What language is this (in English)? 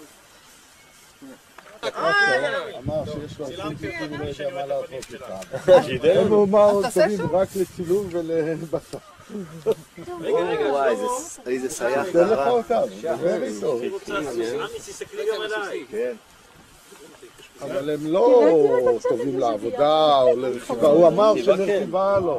Hebrew